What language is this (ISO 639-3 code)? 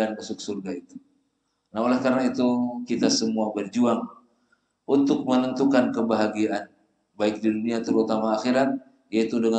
ind